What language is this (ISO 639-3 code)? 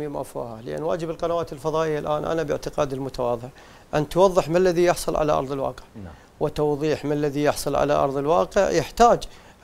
ara